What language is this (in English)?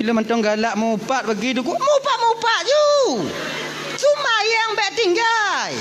Achinese